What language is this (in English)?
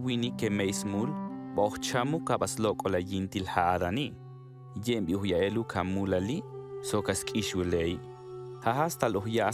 Tojolabal